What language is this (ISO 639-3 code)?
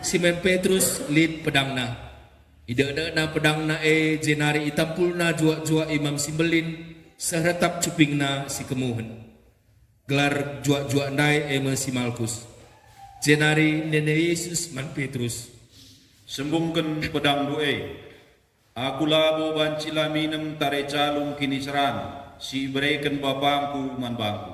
btx